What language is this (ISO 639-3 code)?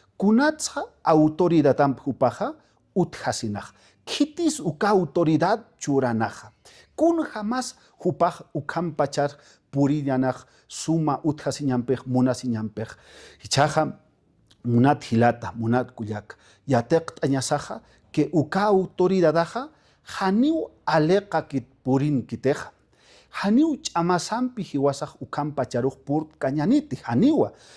aym